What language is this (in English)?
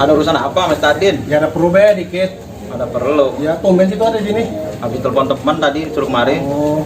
Betawi